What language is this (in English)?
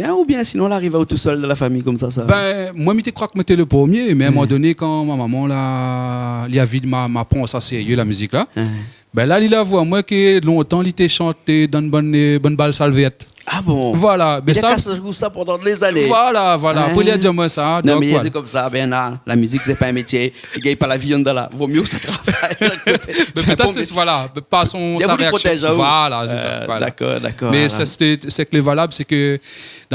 Réunion Creole French